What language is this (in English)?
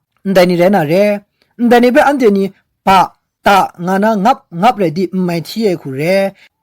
Kachin